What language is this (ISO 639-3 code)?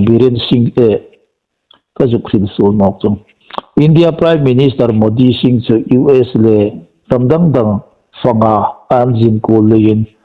hmr